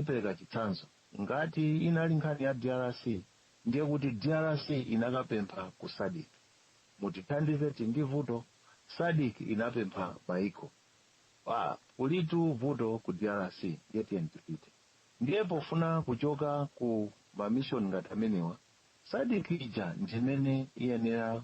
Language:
Nyanja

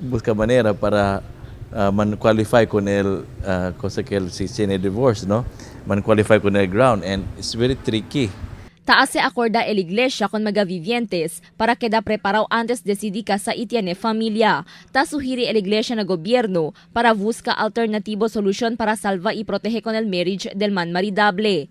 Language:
Chavacano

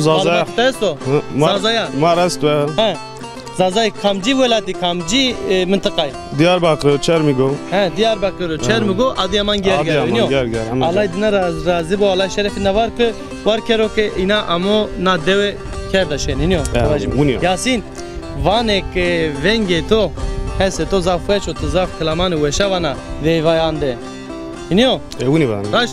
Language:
Zaza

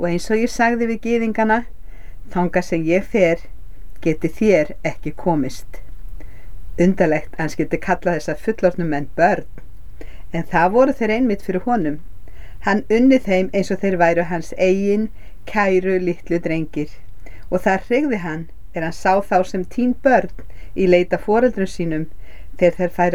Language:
Icelandic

